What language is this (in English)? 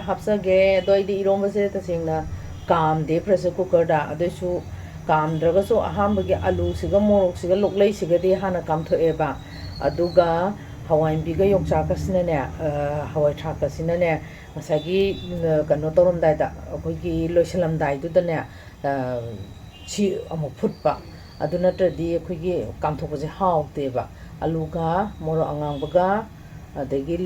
Manipuri